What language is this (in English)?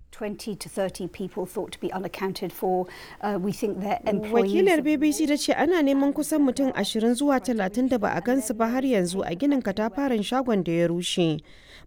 Hausa